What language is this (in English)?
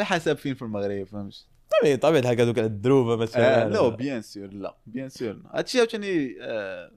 Moroccan Arabic